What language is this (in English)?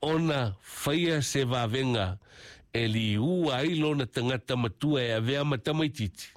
Samoan